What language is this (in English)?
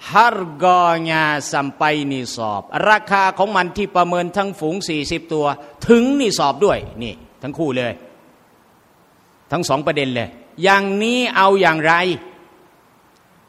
Thai